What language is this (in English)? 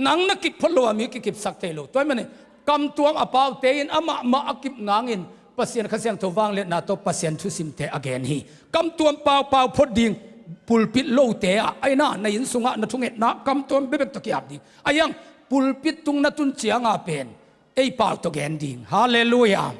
Tedim Chin